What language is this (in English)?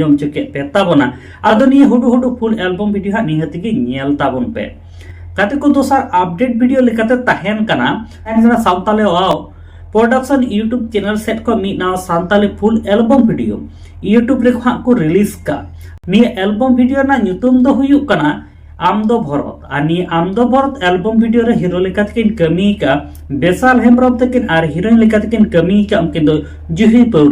Santali